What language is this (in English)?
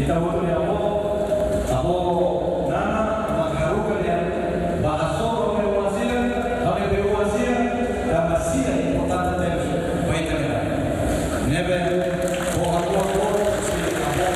Tetum